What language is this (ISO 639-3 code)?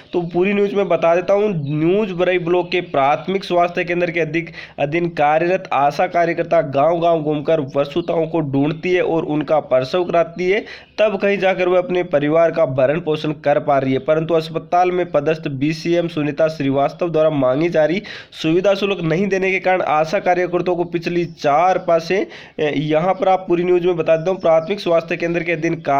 hin